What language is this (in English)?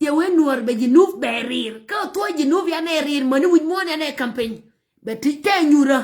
Nuer